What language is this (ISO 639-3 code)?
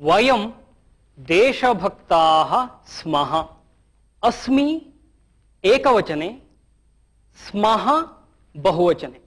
san